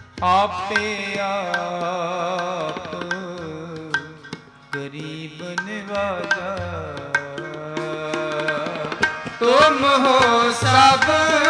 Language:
Punjabi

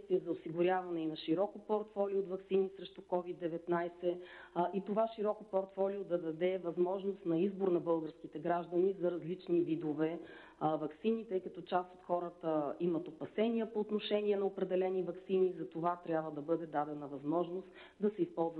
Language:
Bulgarian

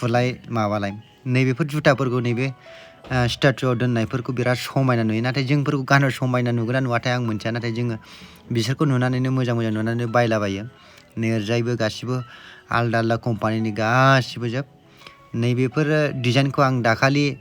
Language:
Bodo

